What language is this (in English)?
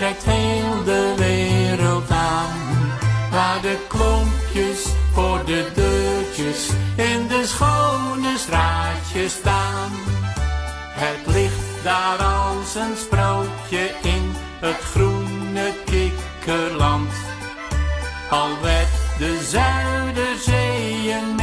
Dutch